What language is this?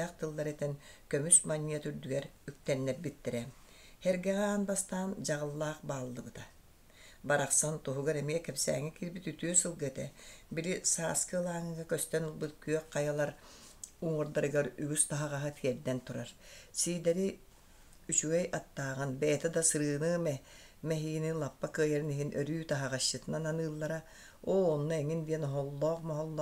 Yakut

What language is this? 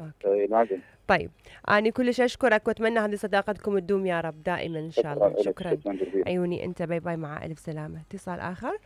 Mesopotamian Arabic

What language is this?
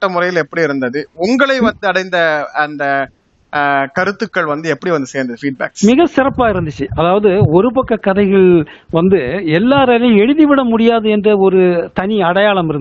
Tamil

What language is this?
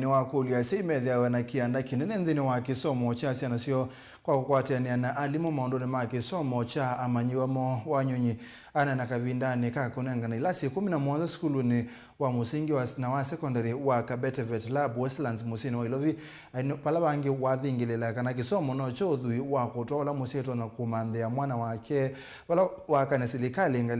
Kamba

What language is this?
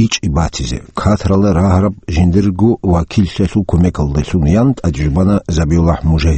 Avaric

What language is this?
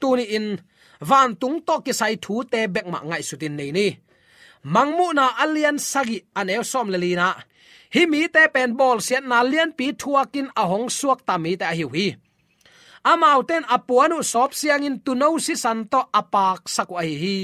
Tedim Chin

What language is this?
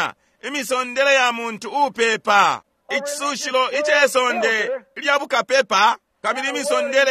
Bemba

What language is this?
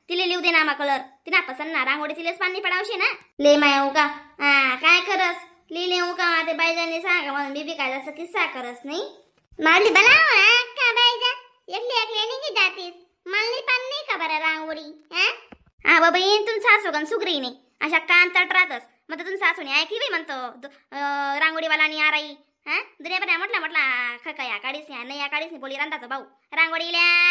Khandesi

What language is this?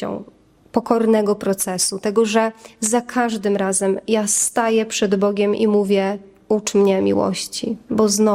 Polish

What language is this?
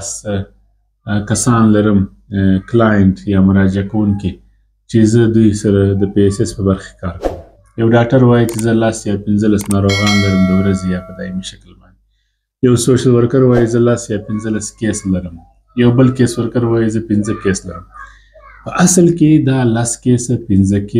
Pashto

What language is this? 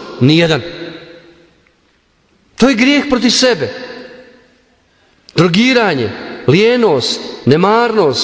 Croatian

